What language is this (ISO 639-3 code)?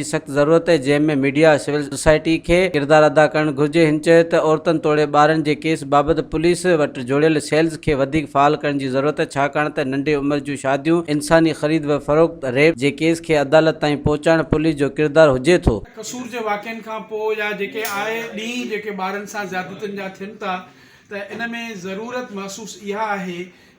snd